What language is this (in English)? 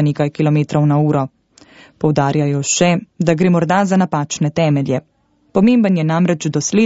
Slovenian